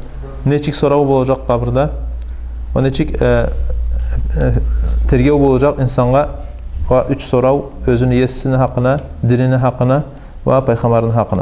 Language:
Kumyk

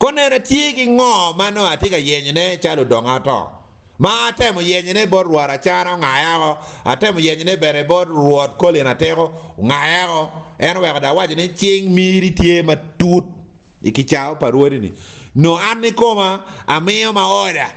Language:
Acoli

